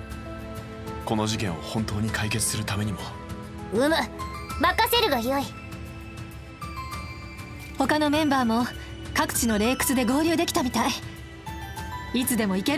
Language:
Japanese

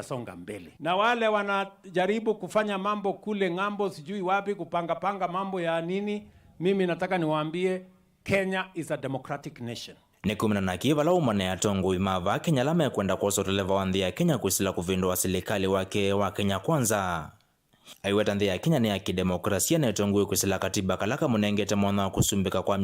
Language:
Kamba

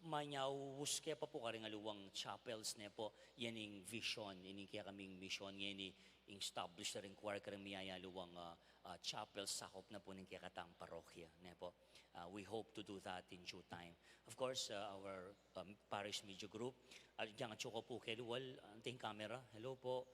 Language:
Pampanga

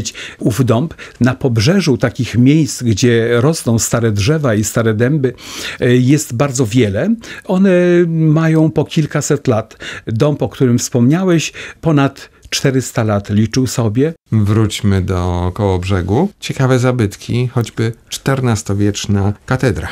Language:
Polish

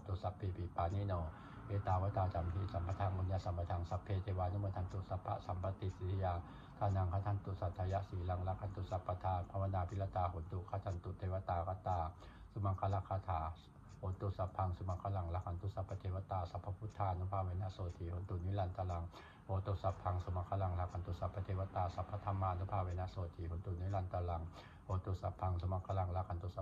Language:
Pali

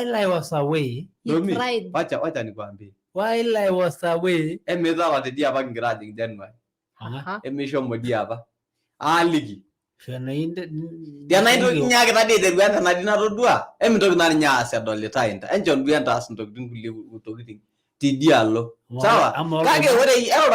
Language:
Masai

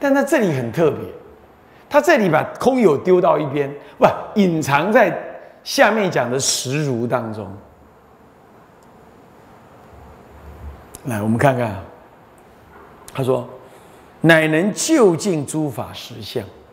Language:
Chinese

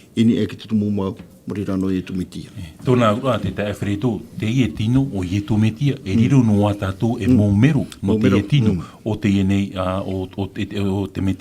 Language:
Tahitian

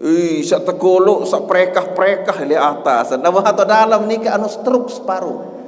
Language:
Sasak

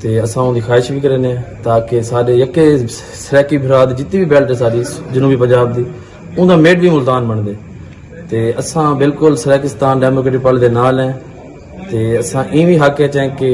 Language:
Saraiki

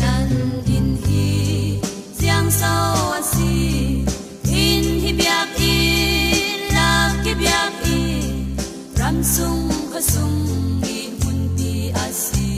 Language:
Hakha Chin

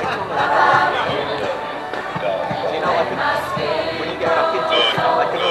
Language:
English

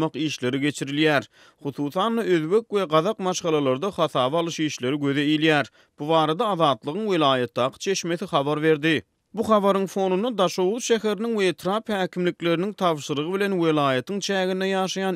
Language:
Turkmen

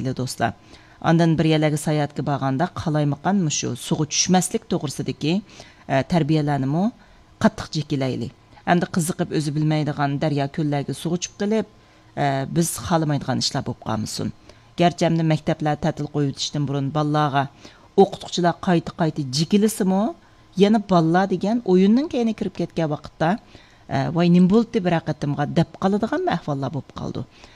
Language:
Uyghur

